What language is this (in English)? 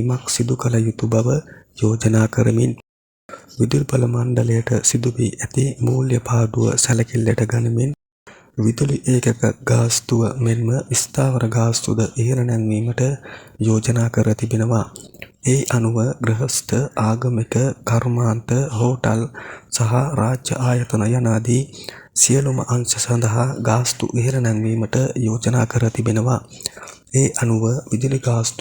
Sinhala